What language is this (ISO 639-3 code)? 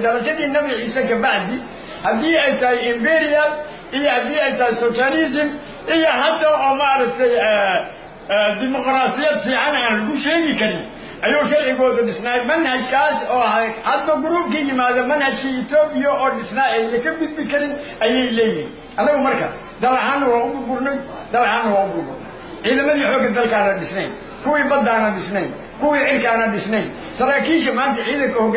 som